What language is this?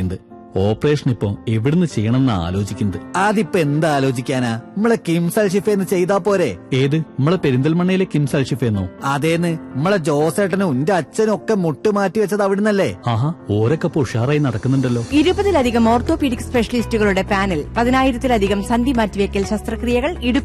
Malayalam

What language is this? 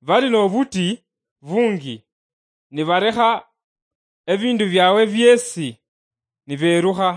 Luyia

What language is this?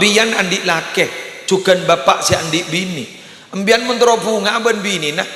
Madurese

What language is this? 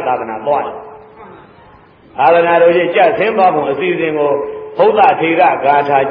Burmese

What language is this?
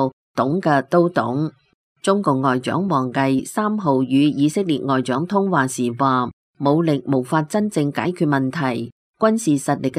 Cantonese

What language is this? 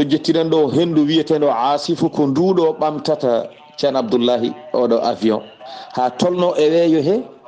Fula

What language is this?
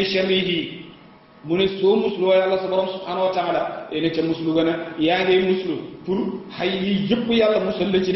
Wolof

